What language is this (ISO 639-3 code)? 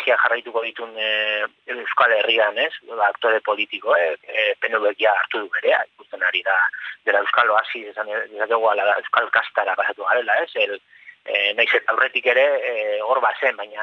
eus